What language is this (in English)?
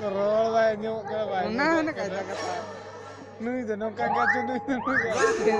Santali